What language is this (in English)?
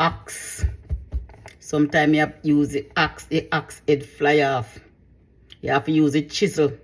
Jamaican Creole English